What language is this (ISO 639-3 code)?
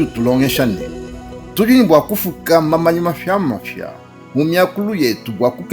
lua